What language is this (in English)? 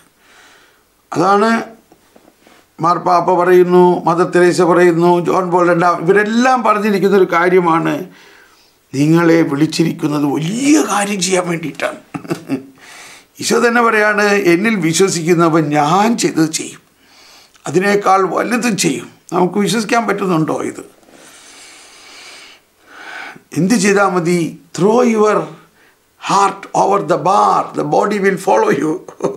Malayalam